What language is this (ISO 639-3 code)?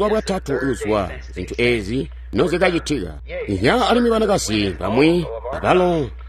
toi